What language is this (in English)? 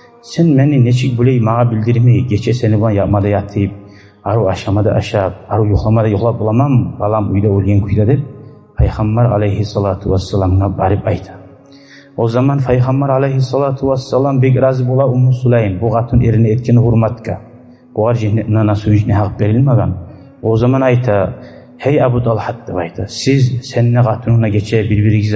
Kumyk